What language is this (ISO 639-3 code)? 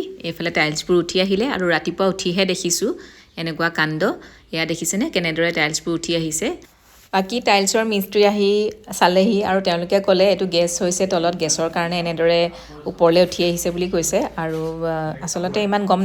asm